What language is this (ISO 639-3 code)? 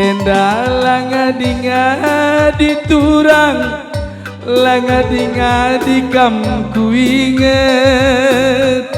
btx